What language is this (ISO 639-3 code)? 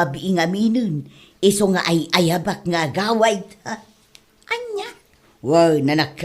ilo